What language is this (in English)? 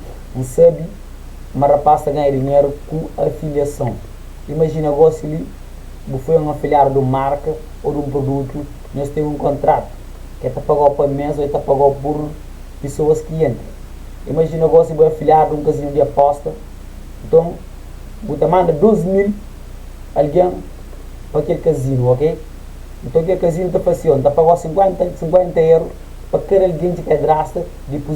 Kabuverdianu